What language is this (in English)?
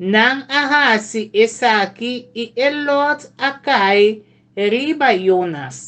Papiamento